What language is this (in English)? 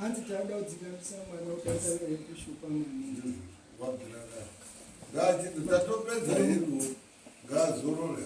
Shona